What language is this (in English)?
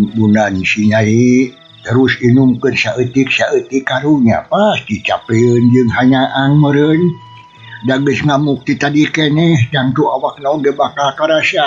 Sundanese